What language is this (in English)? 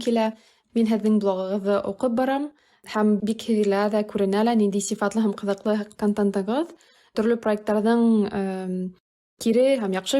Bashkir